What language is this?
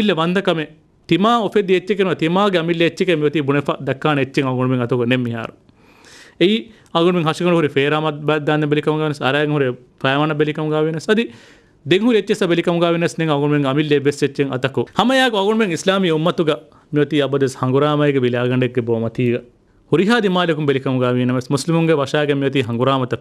Divehi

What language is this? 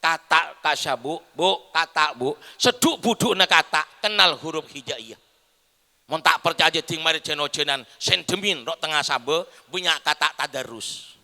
Madurese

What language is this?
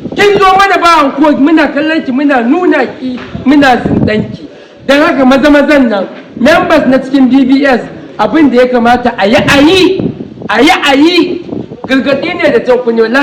Hausa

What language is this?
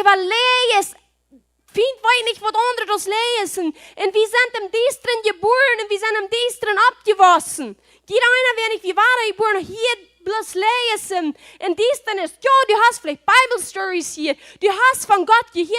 Plautdietsch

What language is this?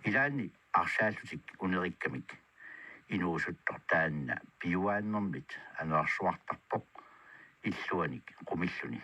Kalaallisut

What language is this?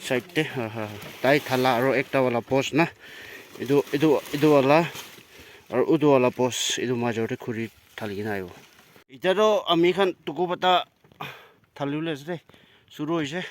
Naga Pidgin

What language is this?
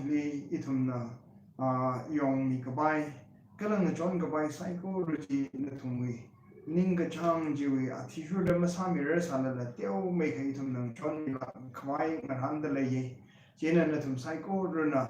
Tangkhul Naga (India)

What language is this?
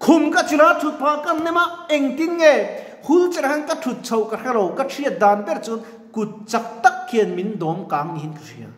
Mizo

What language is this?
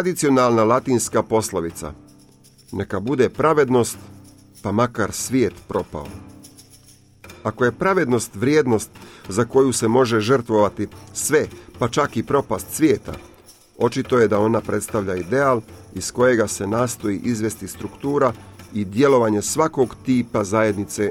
Croatian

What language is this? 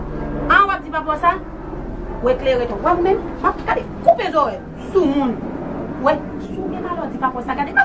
Haitian Creole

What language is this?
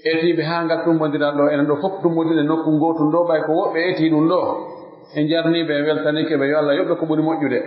Pular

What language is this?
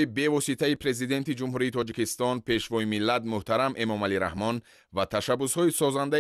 Tajik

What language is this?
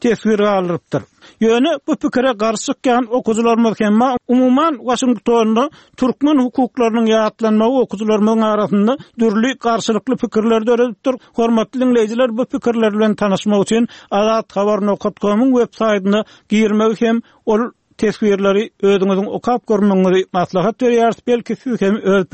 Turkmen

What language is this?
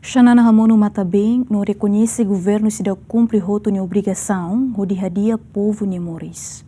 Tetum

